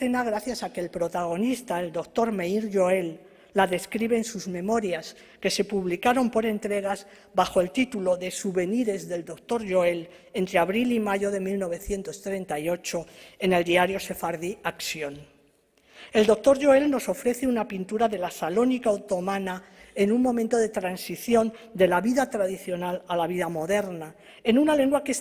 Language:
Ladino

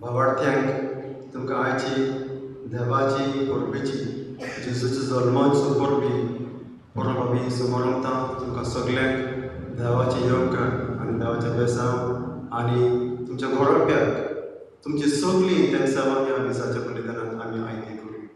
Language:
Konkani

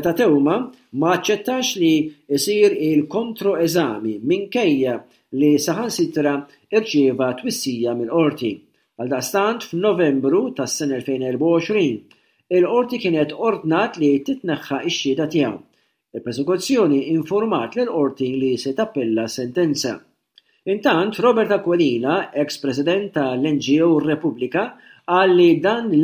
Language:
Maltese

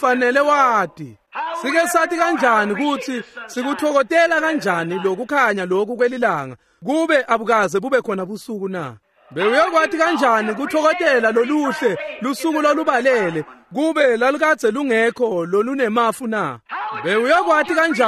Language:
Swati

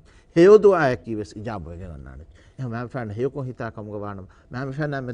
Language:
Divehi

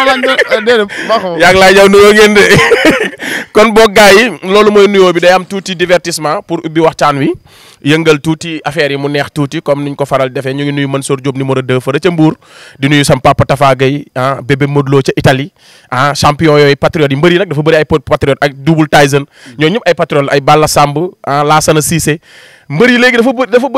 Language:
Wolof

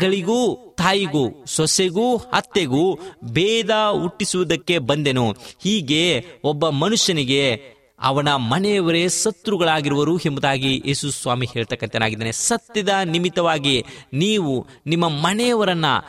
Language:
Kannada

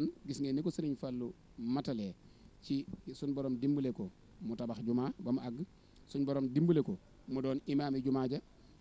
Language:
Wolof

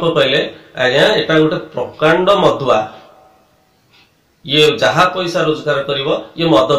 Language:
Odia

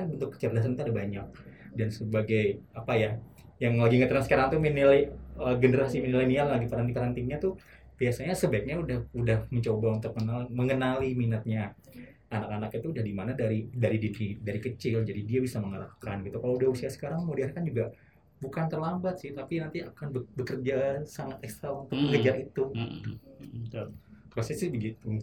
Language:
Indonesian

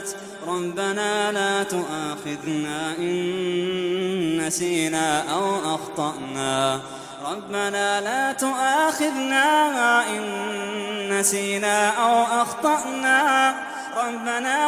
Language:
Arabic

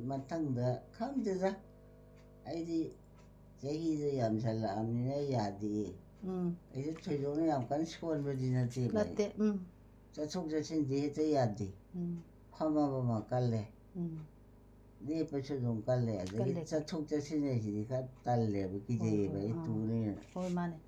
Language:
Manipuri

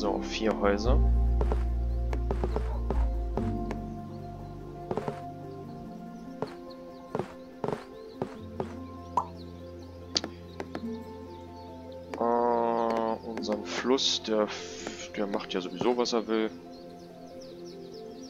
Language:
German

